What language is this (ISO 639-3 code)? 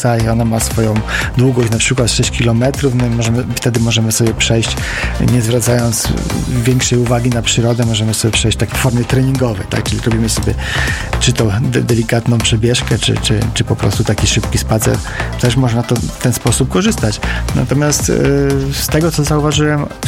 pol